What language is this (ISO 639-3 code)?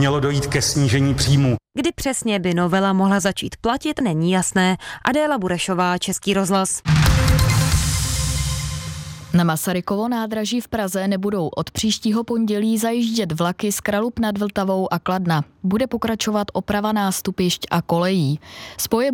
ces